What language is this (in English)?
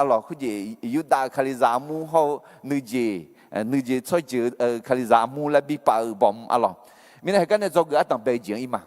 Akha